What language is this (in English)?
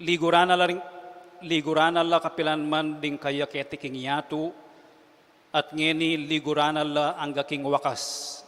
Pampanga